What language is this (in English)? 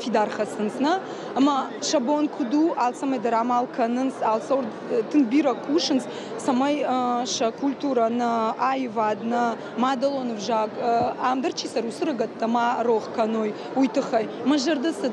Ossetic